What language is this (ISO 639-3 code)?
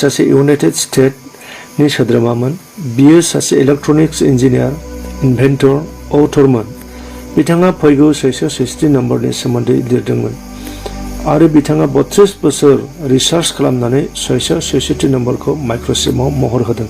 brx